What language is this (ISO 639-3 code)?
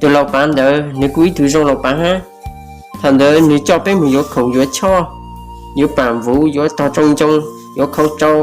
hmn